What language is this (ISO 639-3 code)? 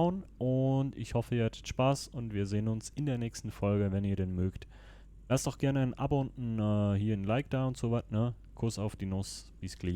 gsw